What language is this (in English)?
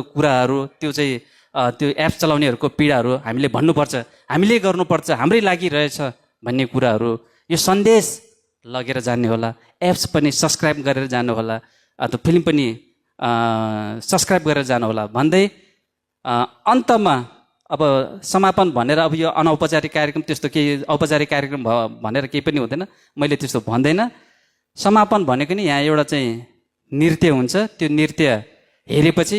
Nepali